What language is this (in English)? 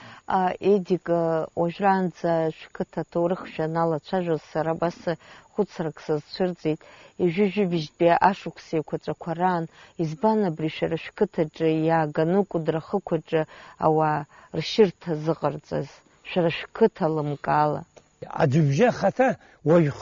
Abkhazian